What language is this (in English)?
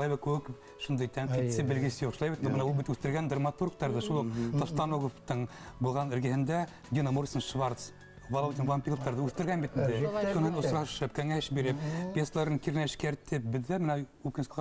Bashkir